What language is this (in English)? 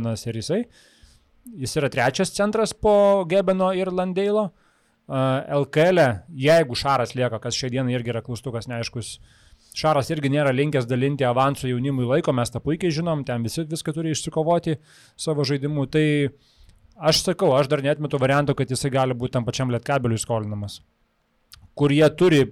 Lithuanian